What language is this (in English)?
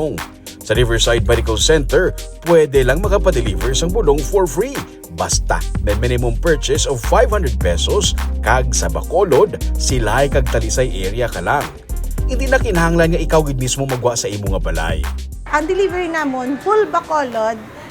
Hiligaynon